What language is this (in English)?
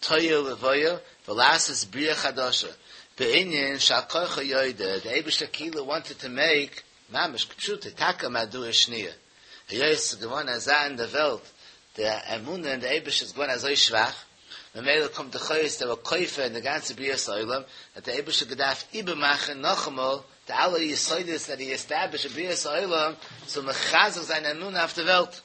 Yiddish